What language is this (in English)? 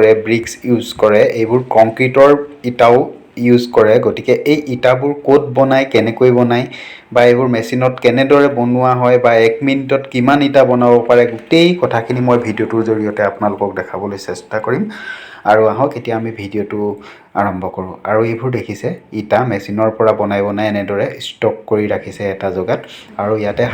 Assamese